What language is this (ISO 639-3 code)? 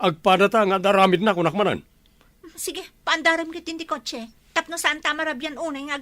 ilo